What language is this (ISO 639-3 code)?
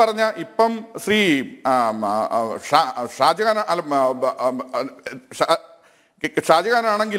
mal